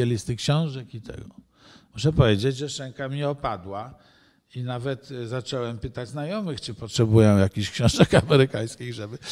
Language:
Polish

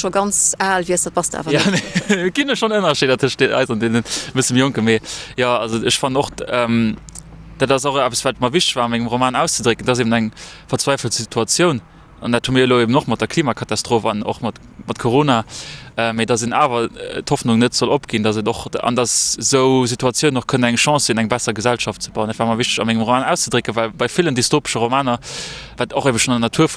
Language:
Luxembourgish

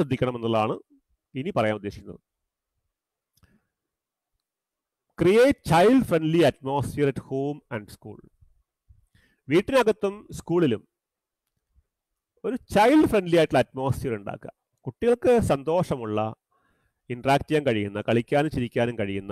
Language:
Malayalam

